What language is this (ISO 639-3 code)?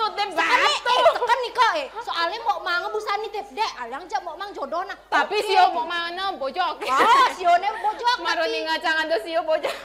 ban